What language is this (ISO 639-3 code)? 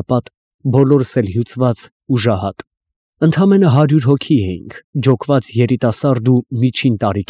hye